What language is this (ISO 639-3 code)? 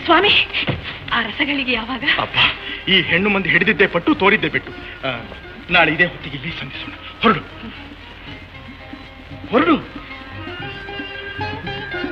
kan